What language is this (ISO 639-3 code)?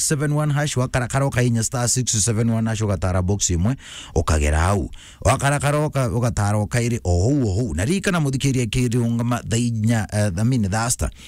mer